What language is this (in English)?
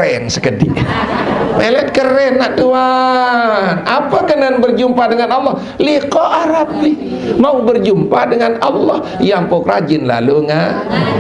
Sasak